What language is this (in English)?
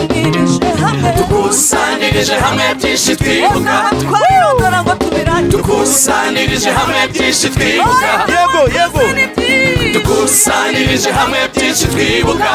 Kinyarwanda